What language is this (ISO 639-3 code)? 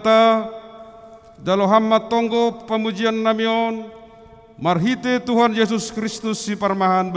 bts